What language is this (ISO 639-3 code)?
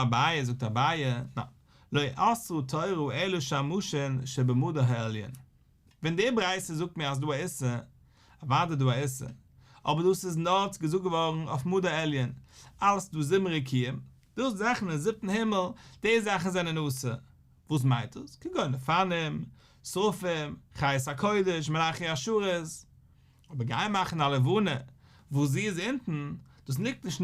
yid